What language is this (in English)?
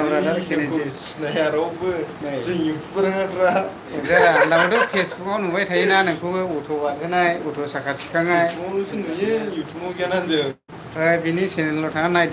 Bodo